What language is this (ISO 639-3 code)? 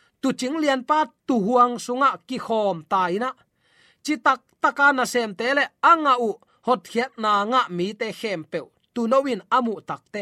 ctd